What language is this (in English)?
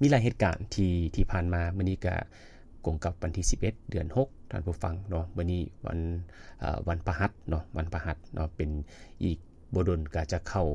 Lao